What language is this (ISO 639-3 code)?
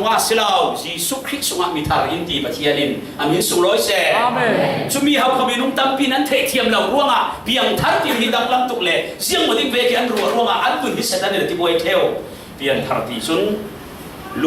cfm